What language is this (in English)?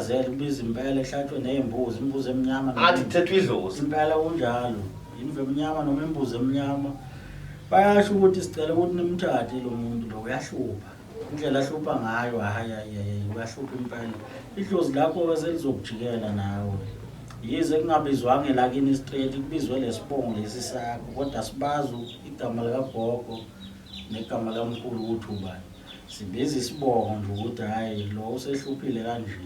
Zulu